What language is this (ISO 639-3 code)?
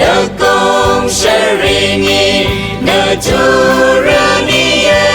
raw